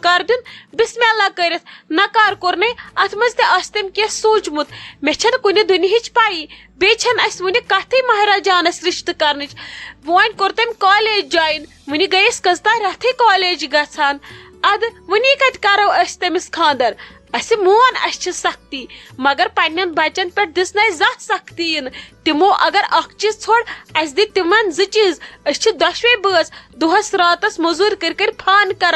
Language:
Kashmiri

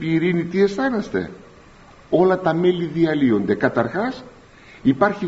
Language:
Greek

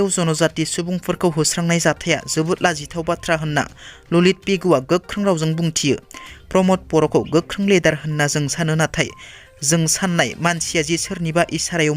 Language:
Bodo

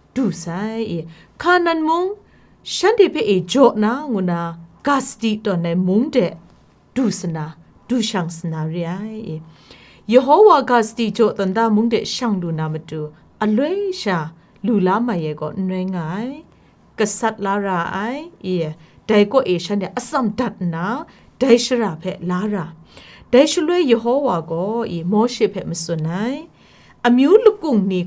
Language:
Kachin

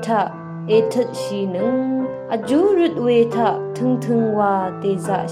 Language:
Rawang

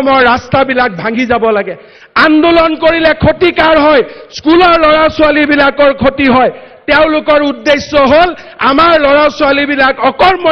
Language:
Assamese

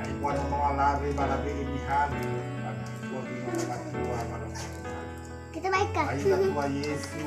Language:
Nias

